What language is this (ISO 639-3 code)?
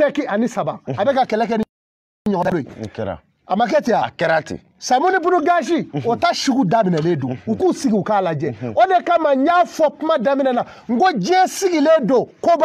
bam